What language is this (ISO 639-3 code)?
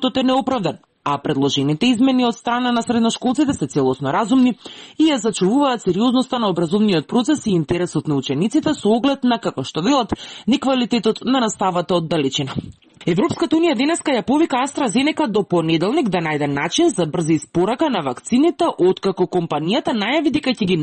mkd